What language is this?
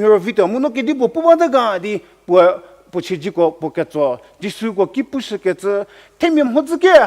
Angami Naga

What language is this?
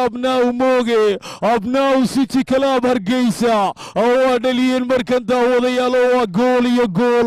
Somali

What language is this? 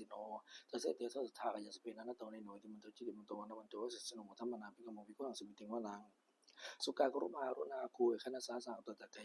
Pali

